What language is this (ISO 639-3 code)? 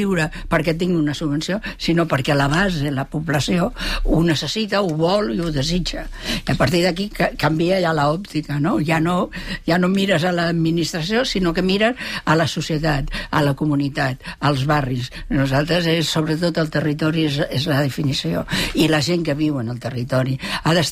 cat